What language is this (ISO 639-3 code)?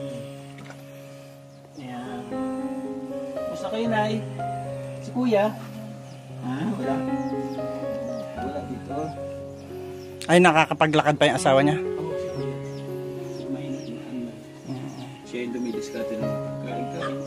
fil